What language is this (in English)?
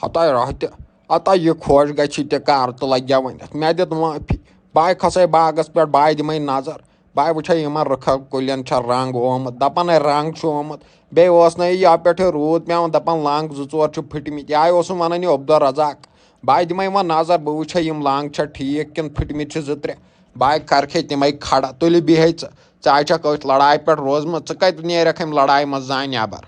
Kashmiri